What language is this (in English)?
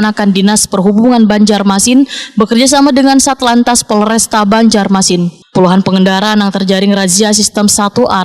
Banjar